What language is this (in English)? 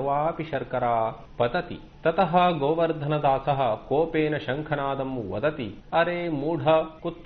Sanskrit